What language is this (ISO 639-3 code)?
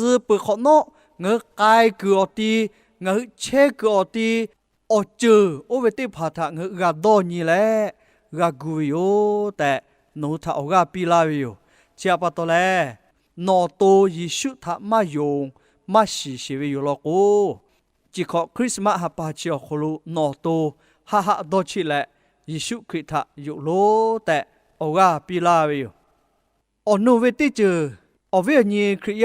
lhu